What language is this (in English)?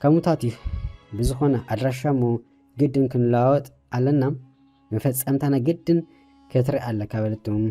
Tigrinya